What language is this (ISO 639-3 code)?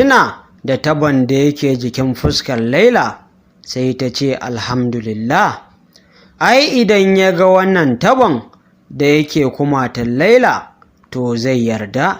hau